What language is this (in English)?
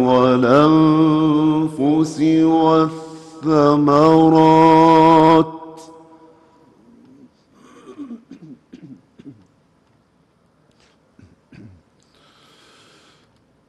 Arabic